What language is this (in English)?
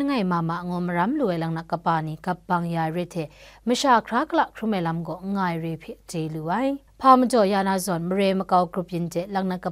Kachin